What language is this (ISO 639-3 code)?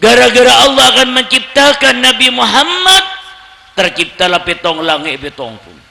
mad